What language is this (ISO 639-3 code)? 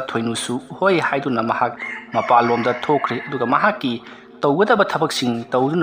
mni